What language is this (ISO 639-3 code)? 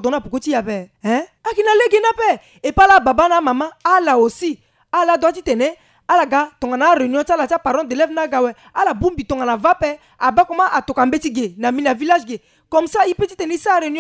sag